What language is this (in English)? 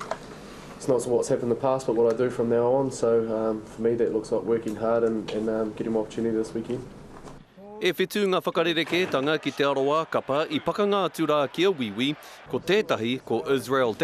Māori